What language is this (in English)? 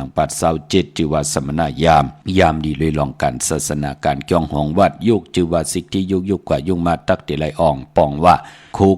Shan